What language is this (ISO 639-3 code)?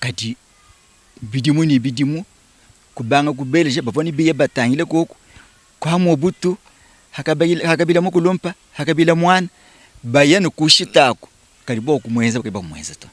lua